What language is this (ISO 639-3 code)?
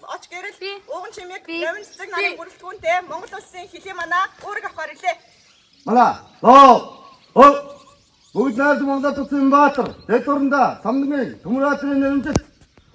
mon